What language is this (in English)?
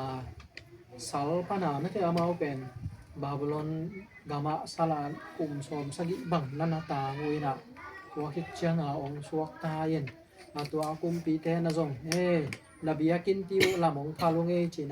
Tedim Chin